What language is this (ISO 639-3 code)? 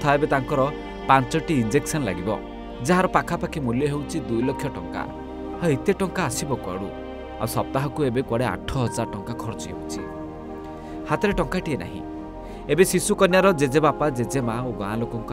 ori